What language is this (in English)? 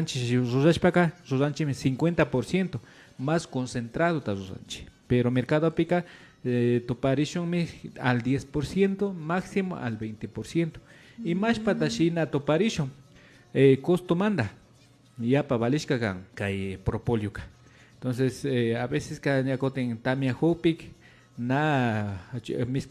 Imbabura Highland Quichua